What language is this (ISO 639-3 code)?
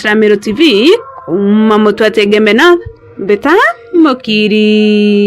mer